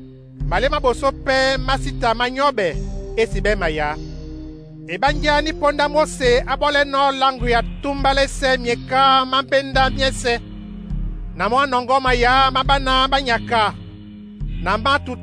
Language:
Duala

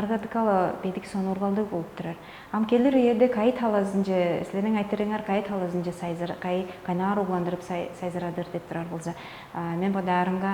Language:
Tuvinian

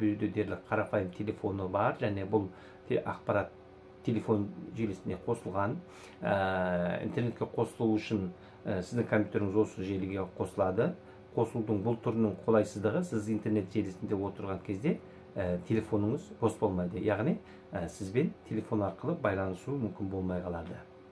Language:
Kazakh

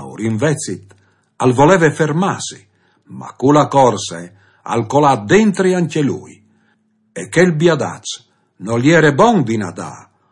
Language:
Friulian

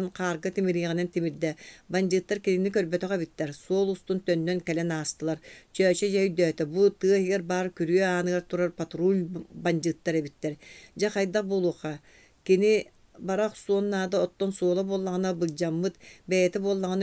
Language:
Yakut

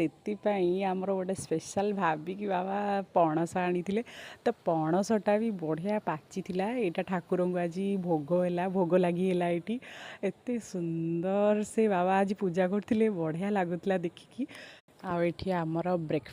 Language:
Odia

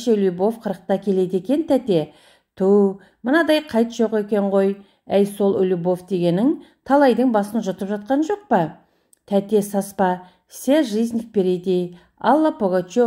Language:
Kazakh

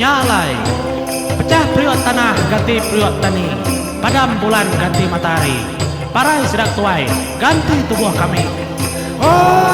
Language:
Iban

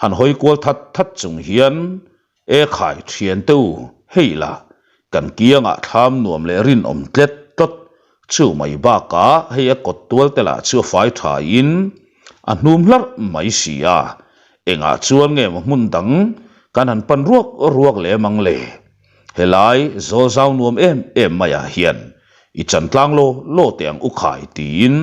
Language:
Mizo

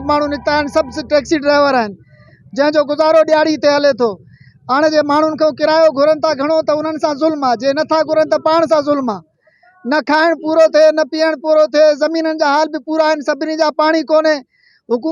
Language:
Sindhi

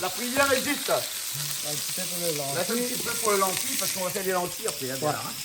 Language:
Réunion Creole French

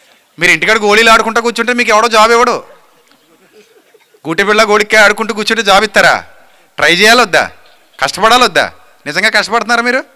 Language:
Telugu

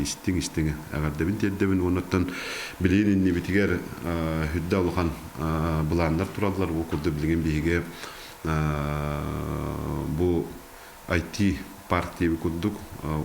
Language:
Yakut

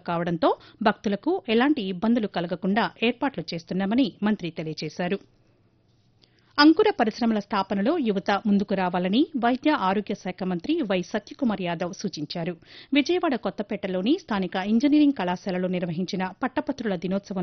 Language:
Telugu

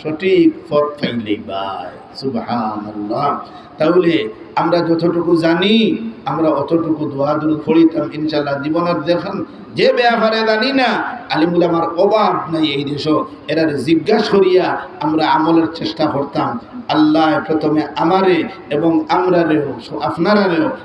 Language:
Sylheti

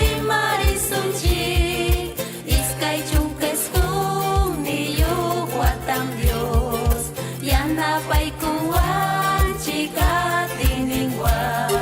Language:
Ayacucho Quechua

